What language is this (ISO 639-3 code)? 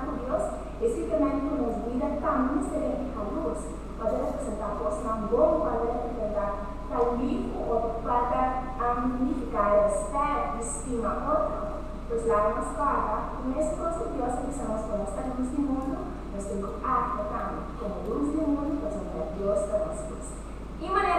pap